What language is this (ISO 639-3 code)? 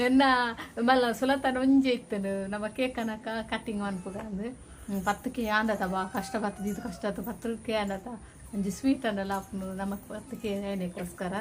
tcy